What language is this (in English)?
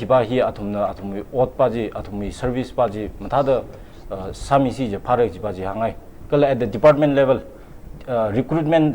Tangkhul Naga (India)